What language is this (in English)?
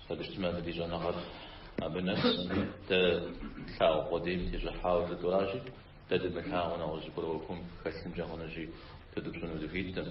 Kabardian